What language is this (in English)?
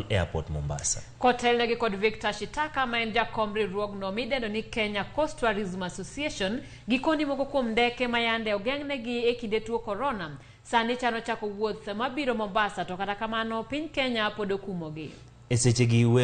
Luo (Kenya and Tanzania)